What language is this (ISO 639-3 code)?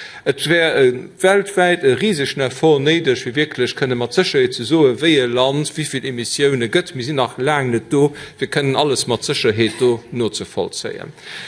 ltz